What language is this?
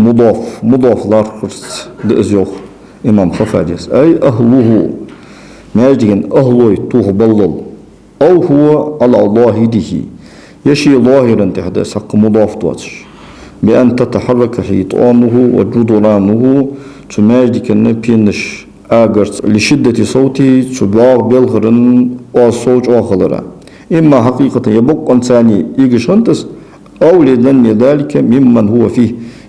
Ingush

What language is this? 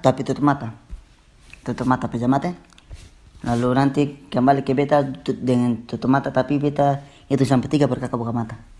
Ambonese Malay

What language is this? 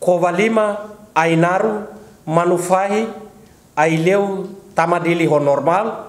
Tetum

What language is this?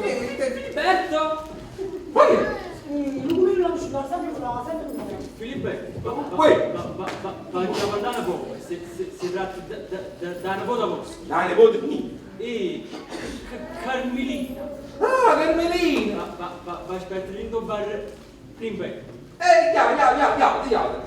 Neapolitan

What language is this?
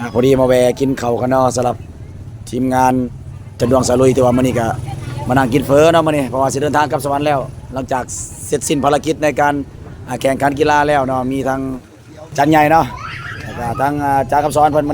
Lao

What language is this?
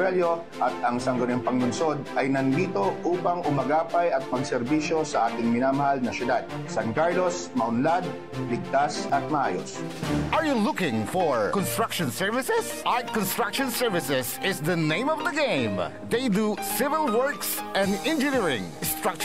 Pangasinan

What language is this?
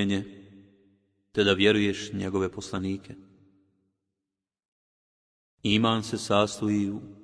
Bosnian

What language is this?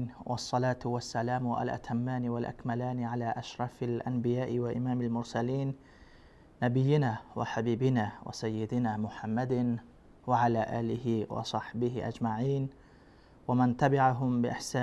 Persian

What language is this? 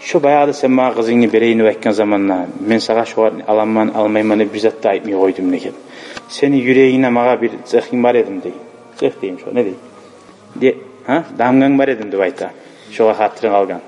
Kumyk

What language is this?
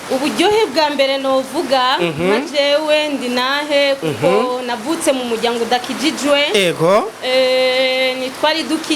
Rundi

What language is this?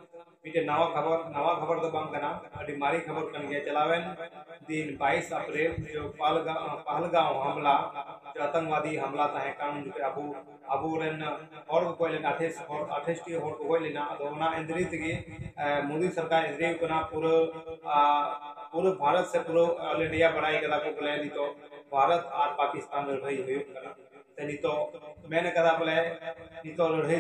Santali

